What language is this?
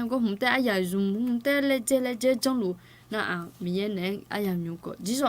Akha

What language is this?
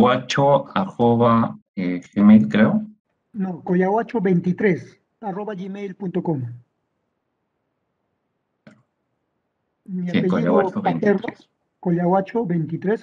Spanish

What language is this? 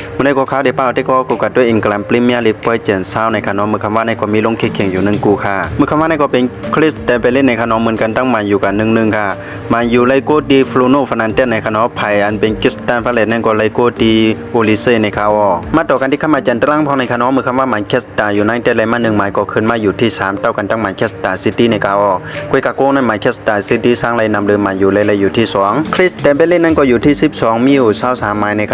Shan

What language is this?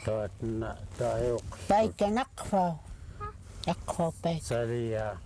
Central Yupik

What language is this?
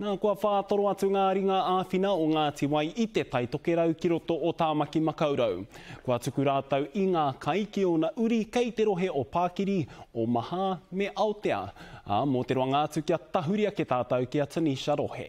Māori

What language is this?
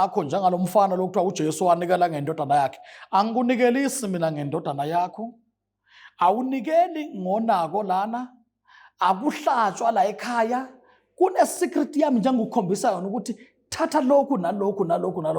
Zulu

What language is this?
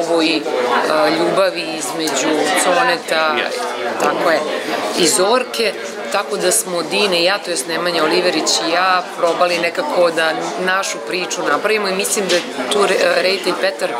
Serbian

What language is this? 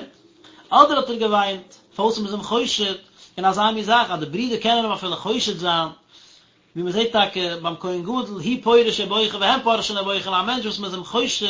Yiddish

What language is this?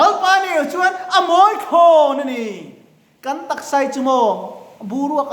Mizo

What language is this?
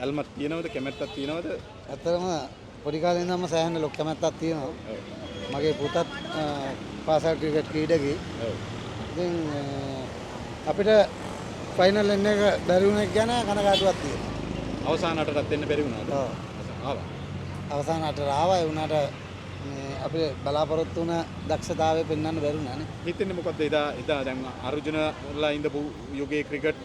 Sinhala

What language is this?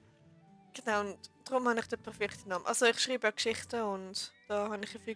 Swiss German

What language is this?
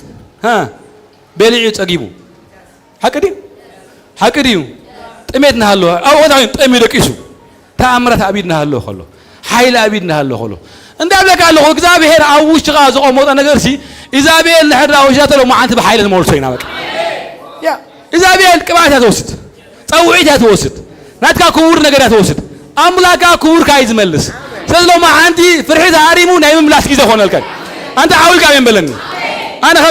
Tigrinya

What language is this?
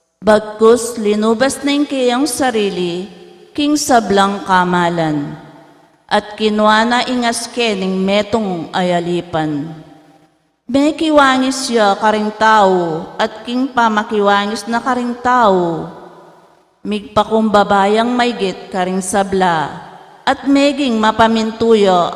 Pampanga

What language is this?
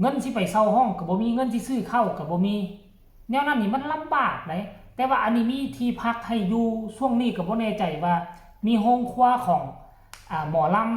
Northeastern Thai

